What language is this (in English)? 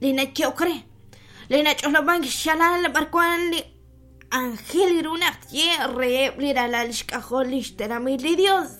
Kekchí